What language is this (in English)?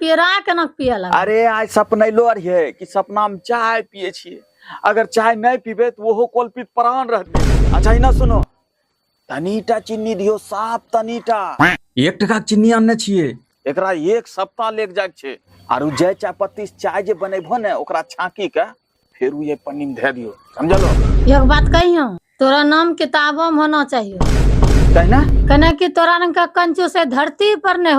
Angika